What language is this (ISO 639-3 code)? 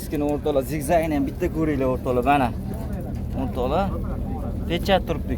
uzb